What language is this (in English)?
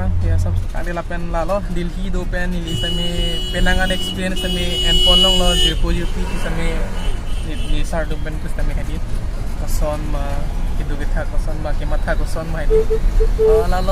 Karbi